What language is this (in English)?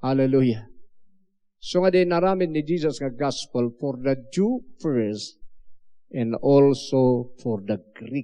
Iloko